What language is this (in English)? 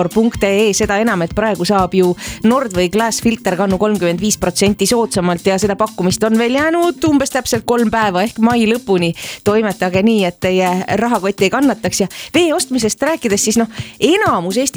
Estonian